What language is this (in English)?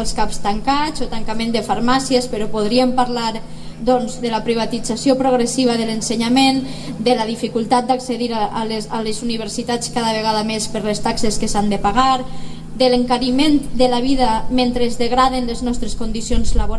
Catalan